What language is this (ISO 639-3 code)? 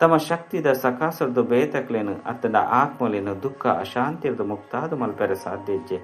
tcy